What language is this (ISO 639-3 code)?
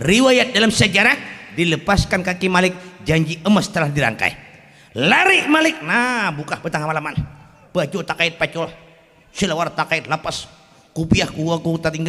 bjn